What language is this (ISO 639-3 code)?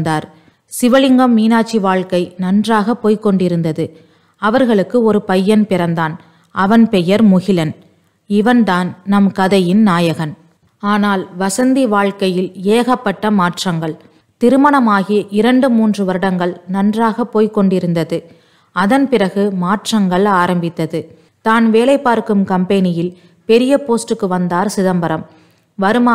tam